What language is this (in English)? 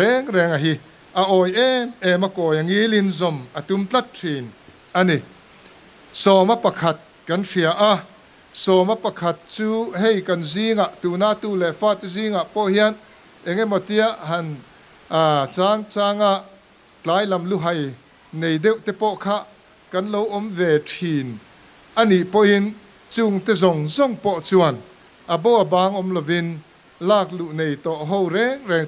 Mizo